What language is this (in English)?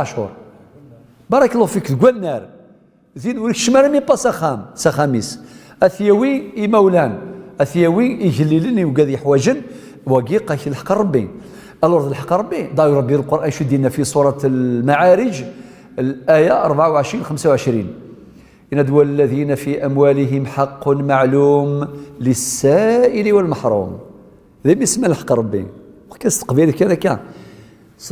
Kabyle